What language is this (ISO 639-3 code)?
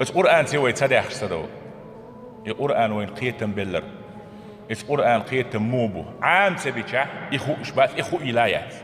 che